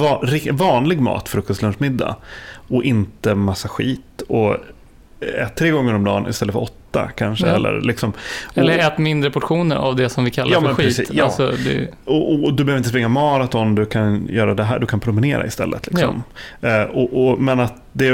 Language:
Swedish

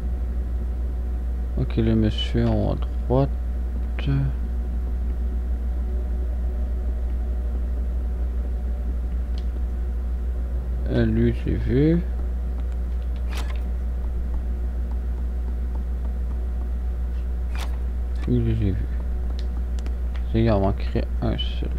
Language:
French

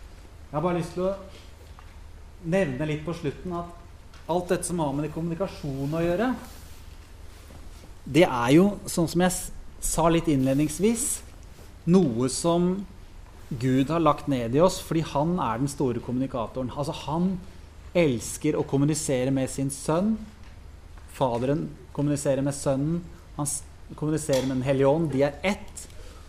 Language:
Norwegian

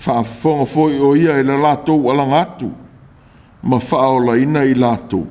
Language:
Samoan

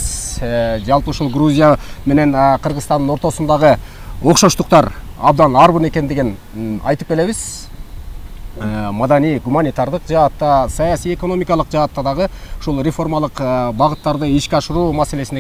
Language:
Kyrgyz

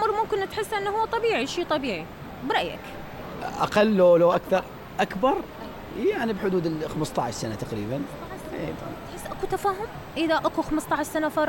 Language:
Mesopotamian Arabic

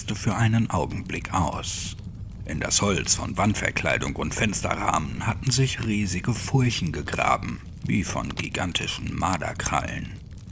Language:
German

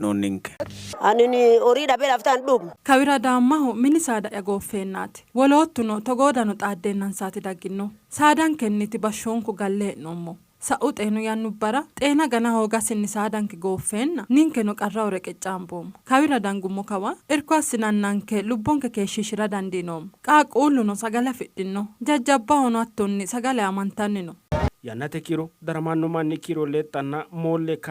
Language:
Sidamo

